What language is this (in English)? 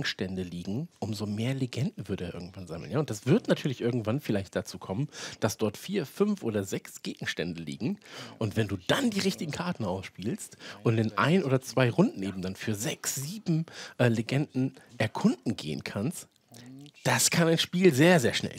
German